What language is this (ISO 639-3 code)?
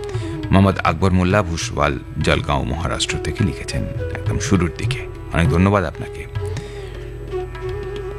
ben